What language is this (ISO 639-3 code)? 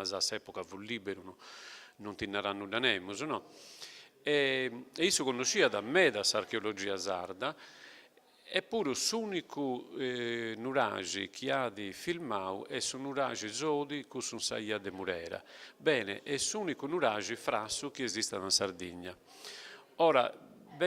srd